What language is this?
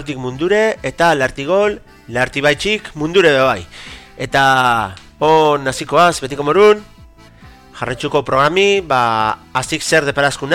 Basque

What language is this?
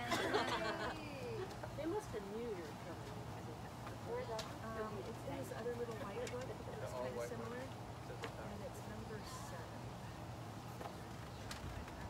English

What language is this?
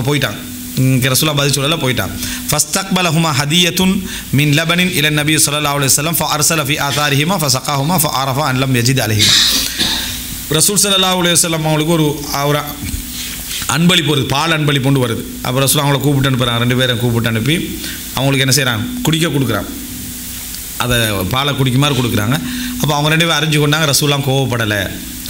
Tamil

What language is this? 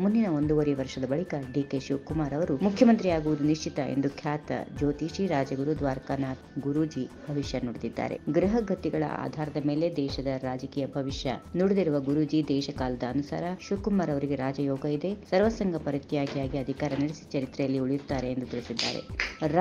Kannada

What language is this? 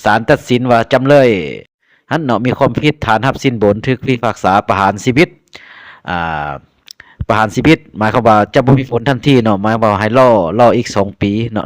Lao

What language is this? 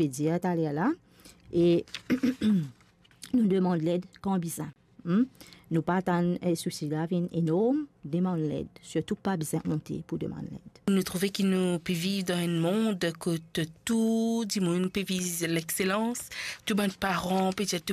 Morisyen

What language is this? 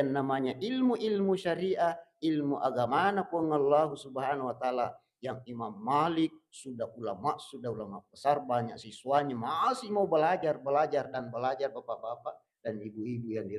Buginese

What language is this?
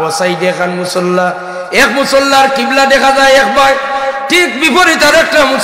Sylheti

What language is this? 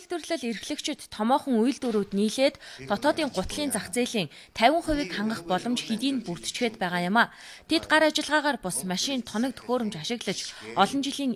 Mongolian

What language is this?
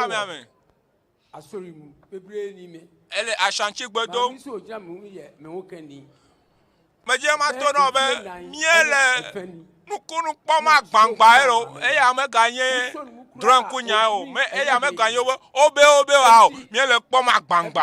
Ewe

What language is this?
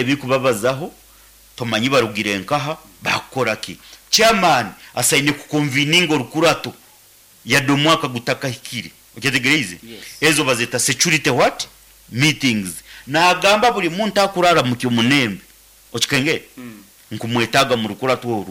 Nyankole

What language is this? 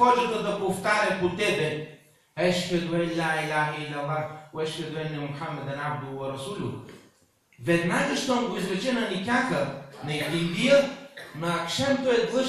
Bulgarian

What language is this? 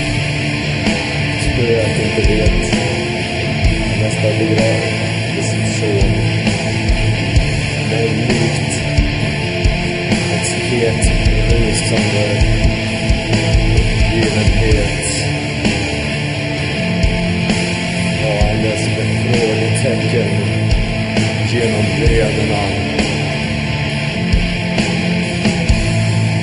Swedish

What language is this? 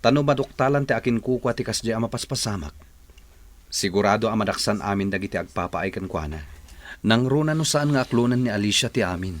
Iloko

